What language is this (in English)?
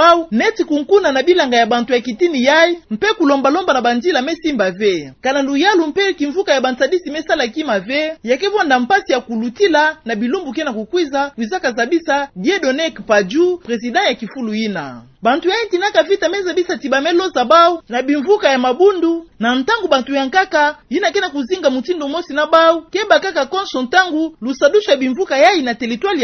Kituba (Democratic Republic of Congo)